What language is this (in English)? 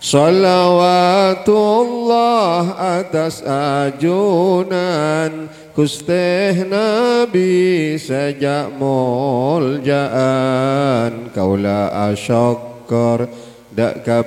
Madurese